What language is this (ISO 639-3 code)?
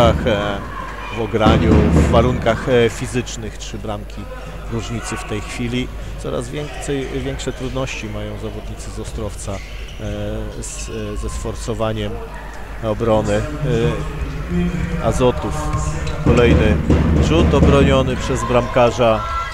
pol